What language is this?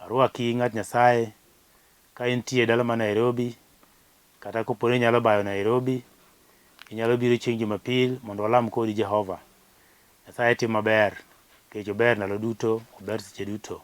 Luo (Kenya and Tanzania)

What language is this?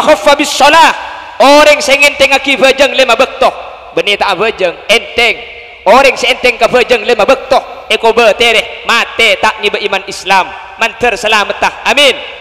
Madurese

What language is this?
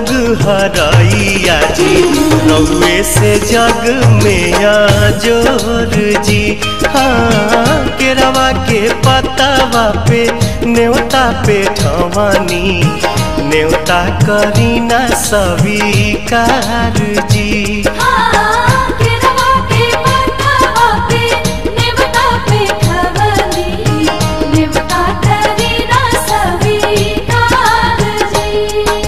Bhojpuri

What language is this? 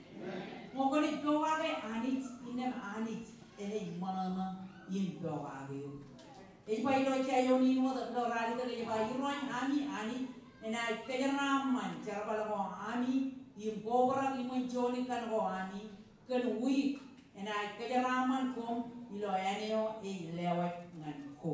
Marshallese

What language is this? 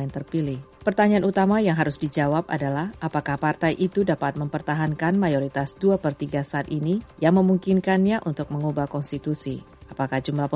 Indonesian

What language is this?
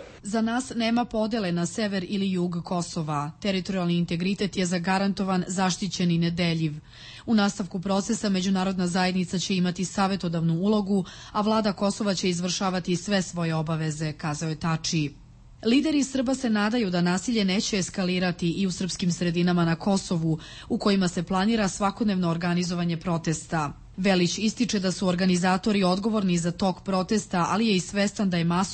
Serbian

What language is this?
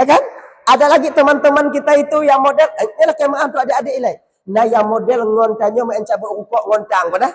Achinese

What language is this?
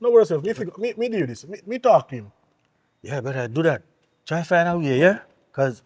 Jamaican Creole English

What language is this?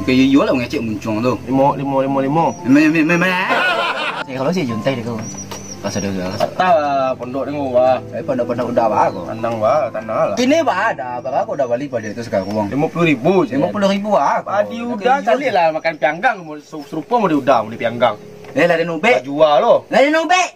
Minangkabau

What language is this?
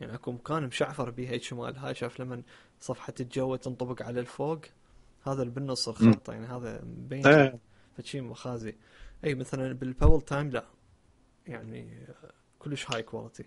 Mesopotamian Arabic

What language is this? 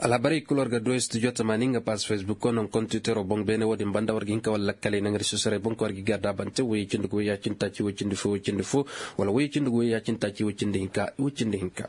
Koyraboro Senni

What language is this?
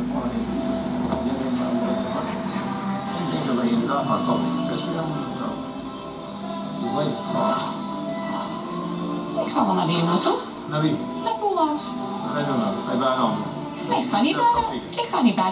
Dutch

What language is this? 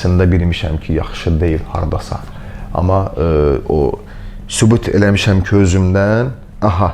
Azerbaijani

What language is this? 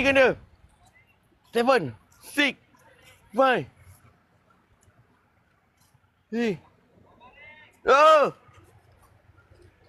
Malay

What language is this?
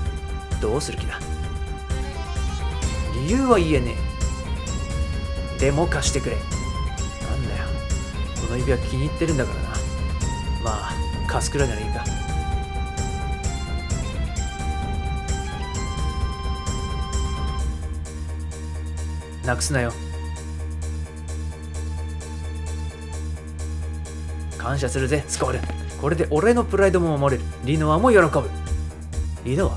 Japanese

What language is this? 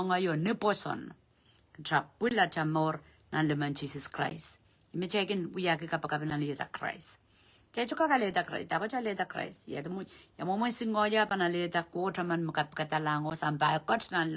Pohnpeian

